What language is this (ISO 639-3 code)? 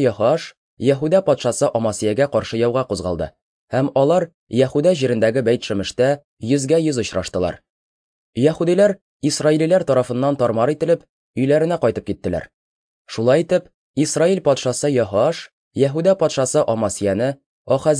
tat